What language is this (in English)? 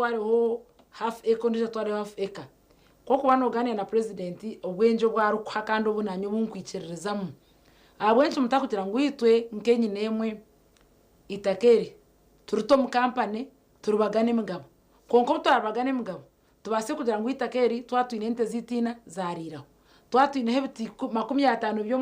Nyankole